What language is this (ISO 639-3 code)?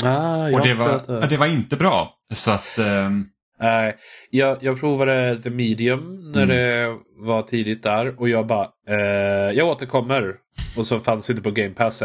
swe